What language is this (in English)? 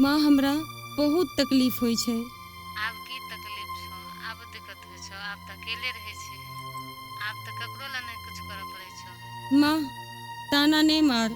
Maithili